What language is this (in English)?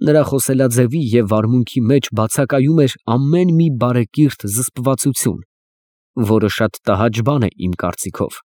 Armenian